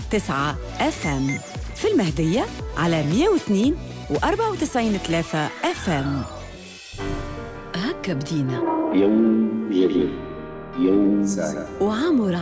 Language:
Tunisian Arabic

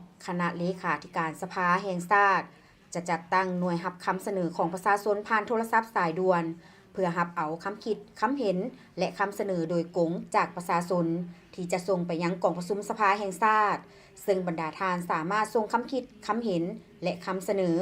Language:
Lao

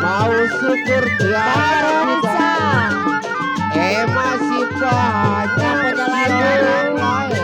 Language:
Betawi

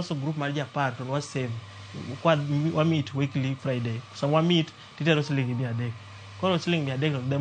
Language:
Luo (Kenya and Tanzania)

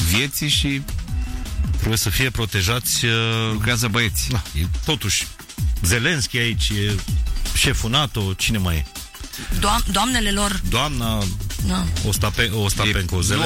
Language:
Romanian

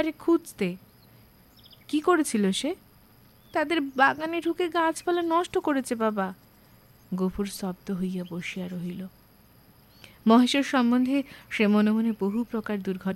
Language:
Bangla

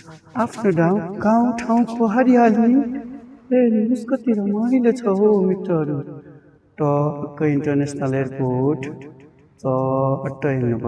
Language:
Nepali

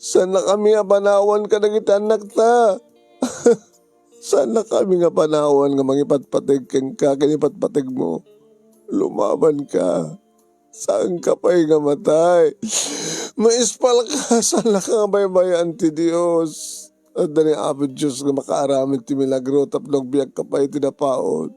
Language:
Iloko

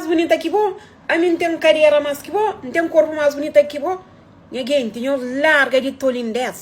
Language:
Kabuverdianu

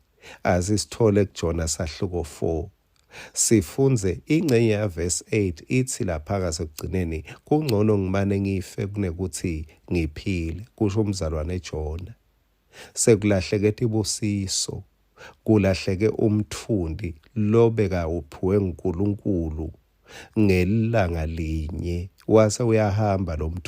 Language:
Swati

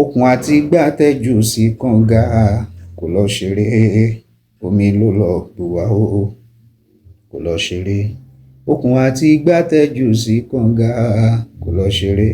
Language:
Yoruba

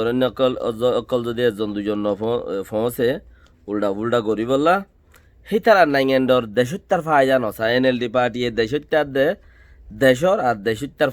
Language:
Rohingya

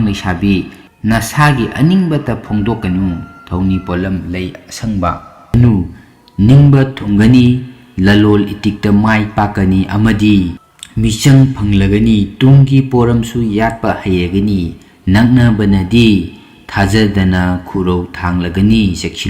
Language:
Manipuri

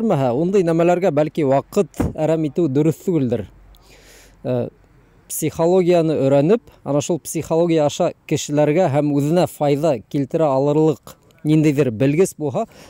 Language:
Bashkir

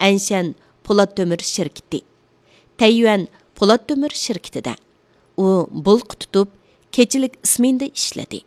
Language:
Uyghur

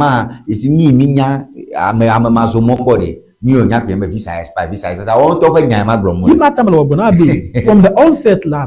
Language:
Ewe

